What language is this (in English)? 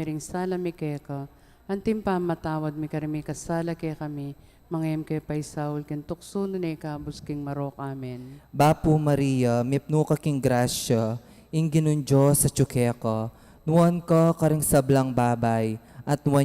Pampanga